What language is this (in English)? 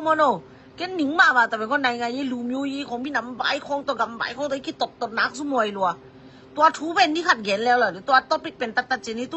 Tedim Chin